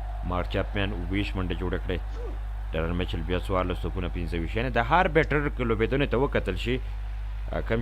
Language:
Pashto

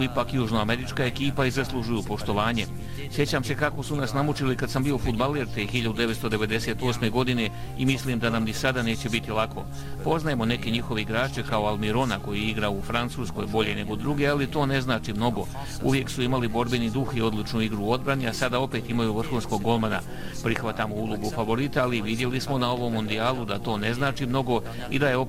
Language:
Bosnian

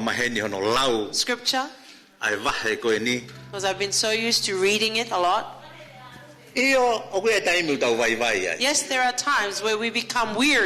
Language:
Tongan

